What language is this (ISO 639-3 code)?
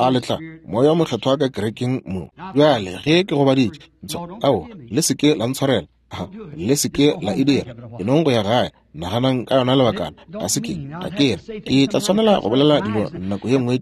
nso